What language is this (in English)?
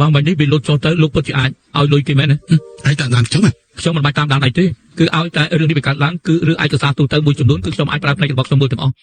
Khmer